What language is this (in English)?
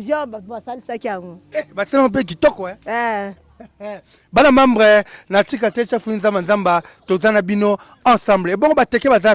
Lingala